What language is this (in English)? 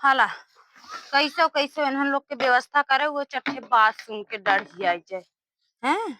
Awadhi